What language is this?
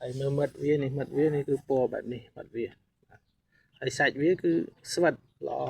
Khmer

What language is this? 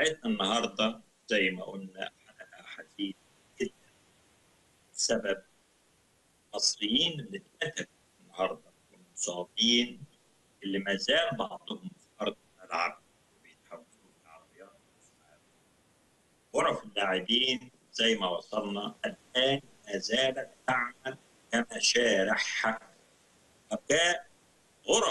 Egyptian Arabic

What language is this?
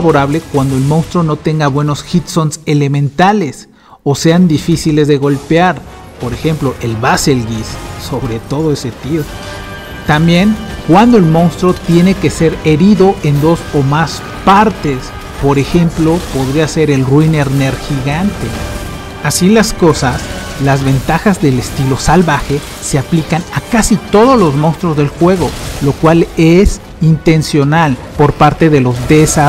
Spanish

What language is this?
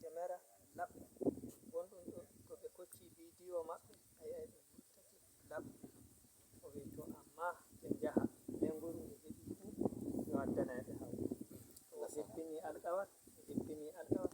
Fula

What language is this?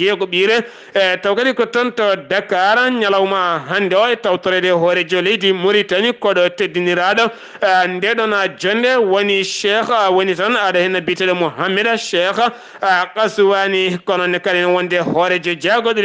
Fula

